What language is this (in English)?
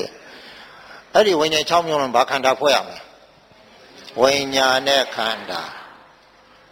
Burmese